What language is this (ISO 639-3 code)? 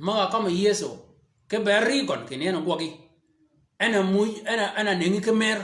shk